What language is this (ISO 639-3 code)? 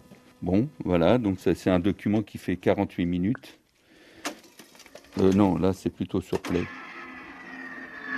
fra